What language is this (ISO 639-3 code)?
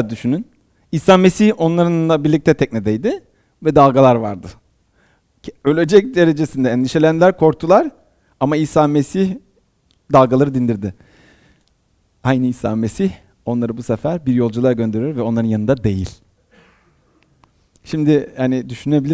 tur